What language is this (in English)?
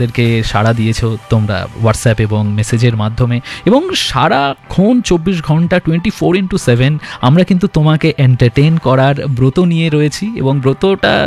Bangla